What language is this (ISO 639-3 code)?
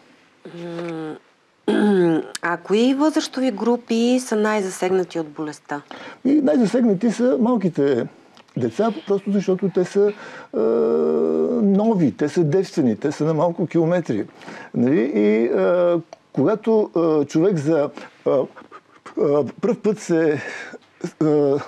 bul